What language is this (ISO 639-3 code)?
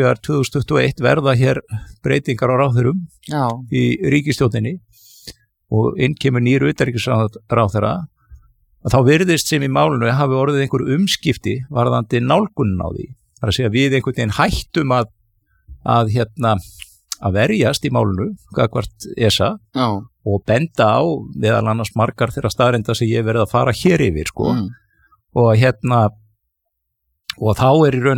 isl